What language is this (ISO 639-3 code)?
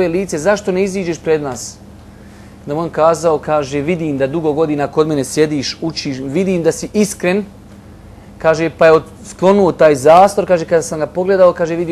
bos